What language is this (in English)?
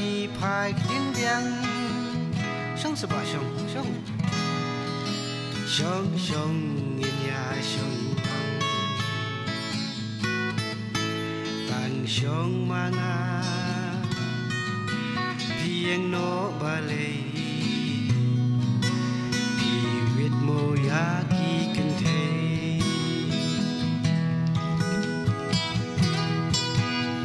Khasi